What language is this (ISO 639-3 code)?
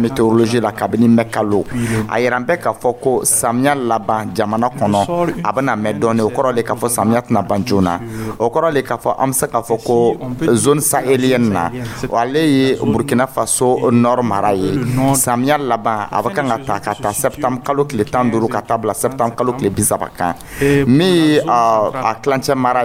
dyu